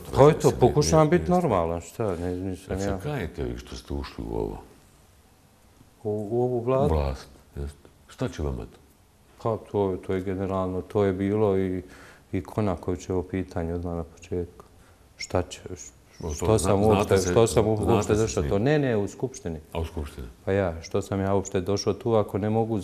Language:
Bosnian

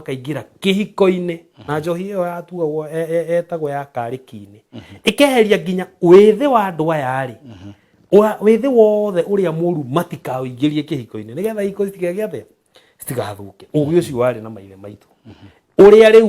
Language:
Kikuyu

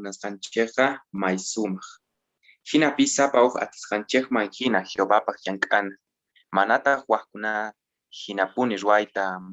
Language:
South Bolivian Quechua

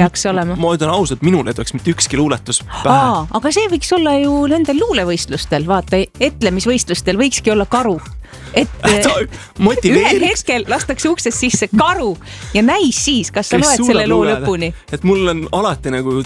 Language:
Estonian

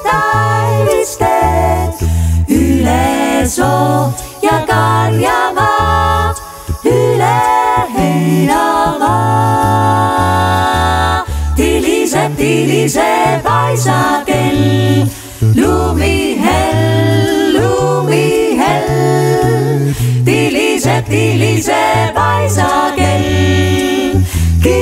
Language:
Estonian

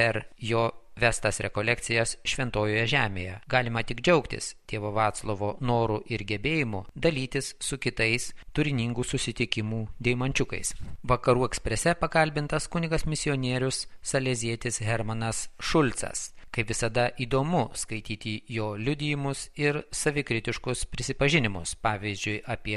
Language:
Lithuanian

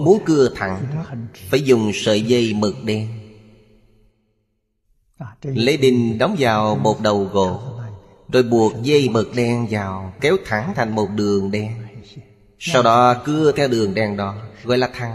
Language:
Vietnamese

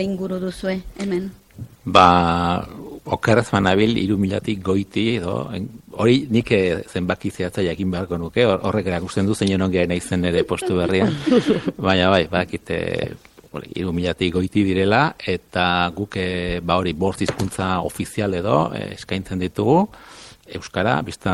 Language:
Basque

